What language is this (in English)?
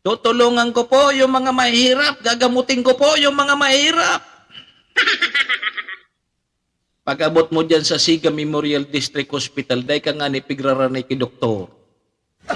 Bikol